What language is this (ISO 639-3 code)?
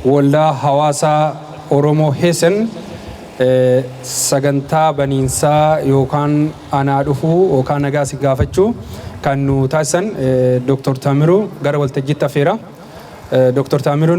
orm